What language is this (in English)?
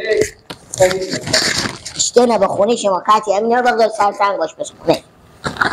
Persian